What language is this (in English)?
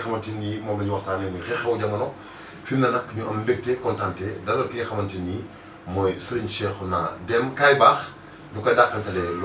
Wolof